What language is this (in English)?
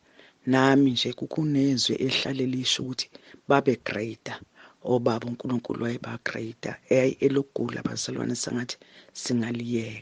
Zulu